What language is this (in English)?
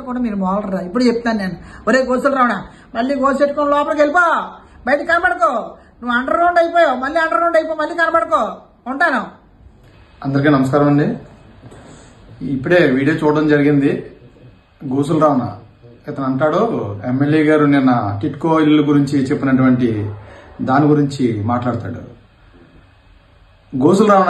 Telugu